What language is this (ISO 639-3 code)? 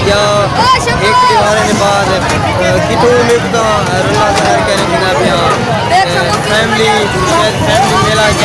skr